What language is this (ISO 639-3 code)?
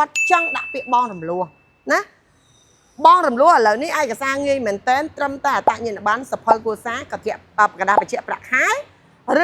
khm